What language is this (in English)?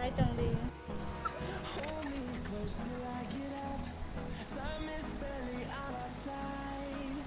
Kok Borok